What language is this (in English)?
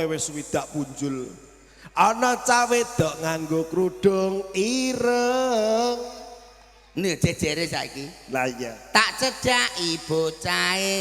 Javanese